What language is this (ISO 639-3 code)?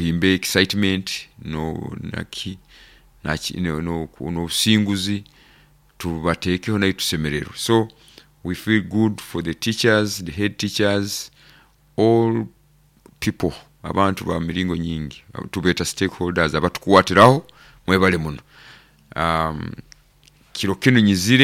nyo